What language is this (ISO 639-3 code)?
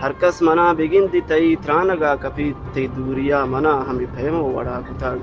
bgp